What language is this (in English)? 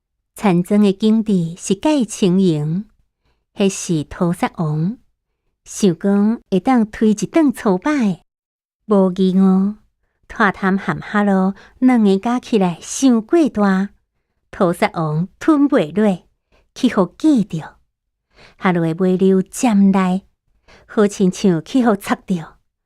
Min Nan Chinese